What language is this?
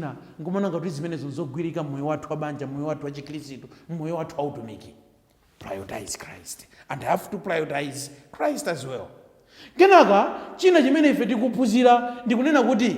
Nyanja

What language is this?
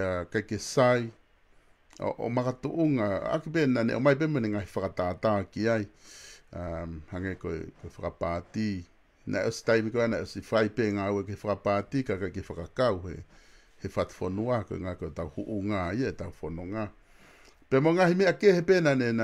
Tongan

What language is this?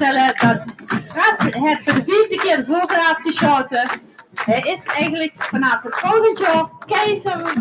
Limburgish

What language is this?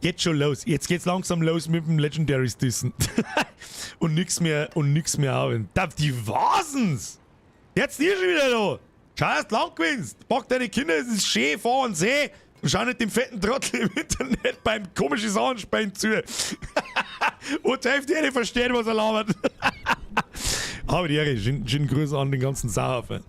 Bavarian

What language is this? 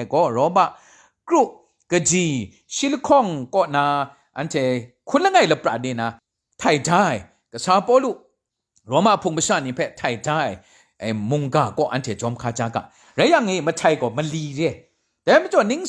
Kachin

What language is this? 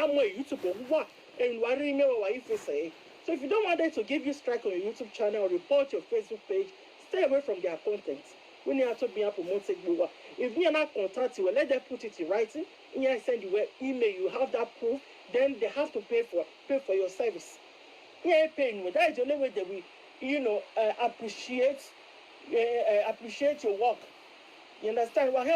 Nigerian Pidgin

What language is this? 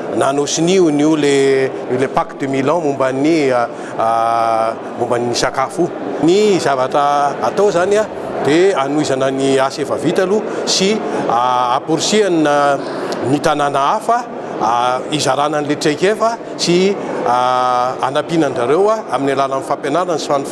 Malagasy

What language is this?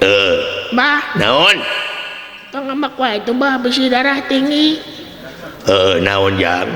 Sundanese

